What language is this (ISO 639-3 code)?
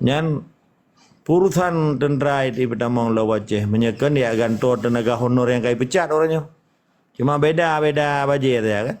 ace